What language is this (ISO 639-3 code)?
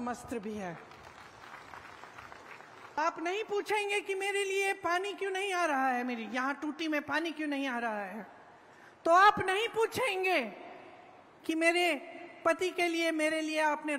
hin